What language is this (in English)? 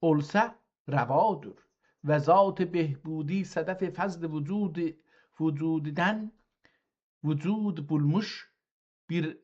South Azerbaijani